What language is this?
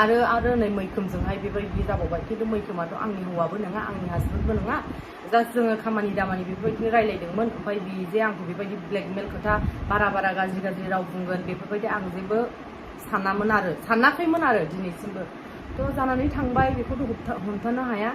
Bodo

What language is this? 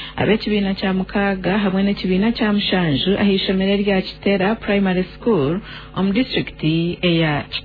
Nyankole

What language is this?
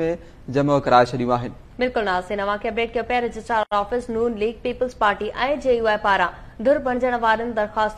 Sindhi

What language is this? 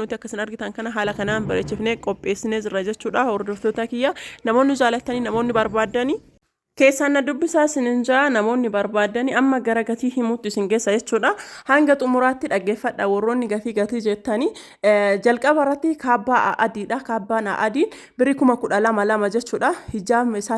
Oromo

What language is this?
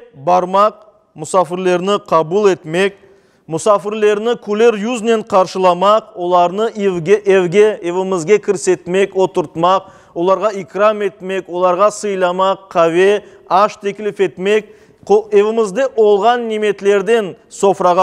Crimean Tatar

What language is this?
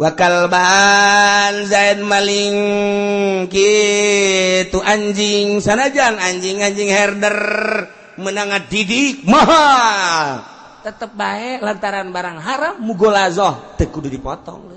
Sundanese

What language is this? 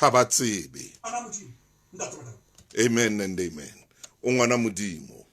Southern Sotho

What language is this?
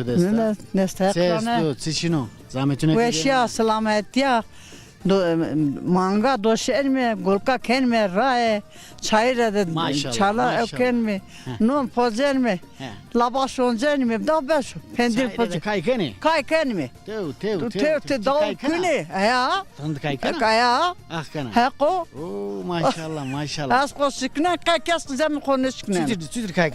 Zaza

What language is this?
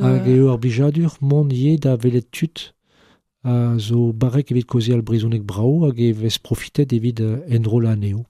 Breton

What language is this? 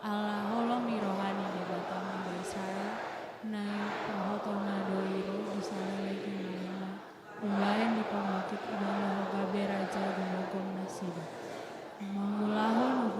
Batak Toba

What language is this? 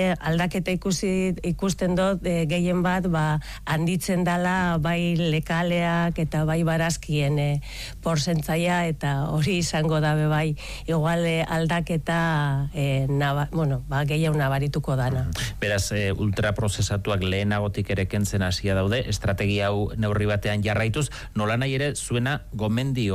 Basque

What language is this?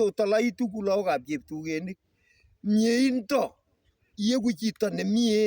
Kalenjin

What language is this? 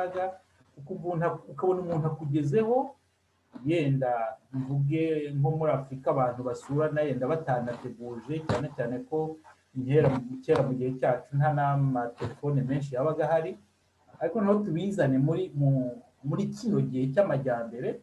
Kinyarwanda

